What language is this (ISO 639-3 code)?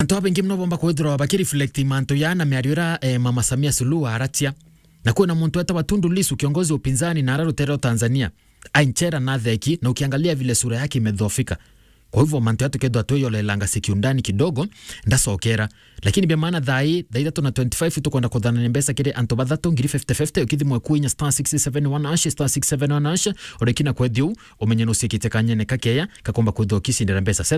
mer